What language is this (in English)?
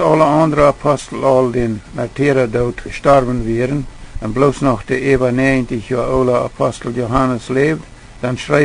Plautdietsch